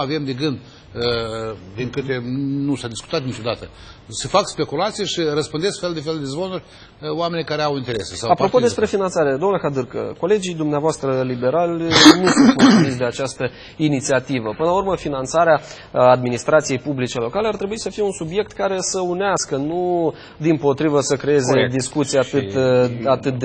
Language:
Romanian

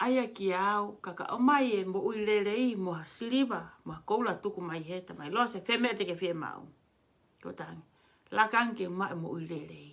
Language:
Tongan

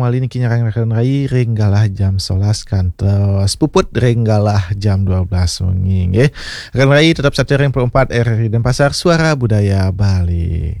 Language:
Balinese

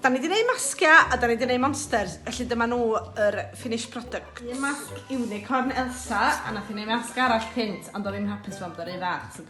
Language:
Welsh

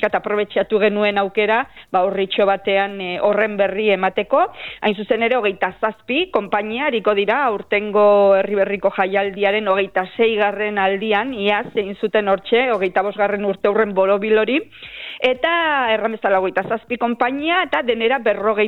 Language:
Basque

